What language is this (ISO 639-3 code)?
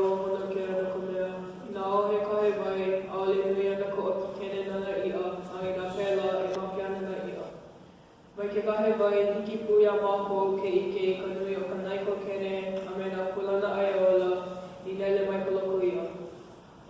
haw